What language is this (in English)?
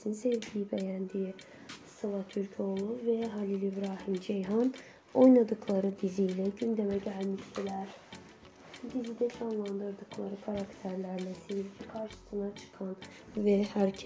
Turkish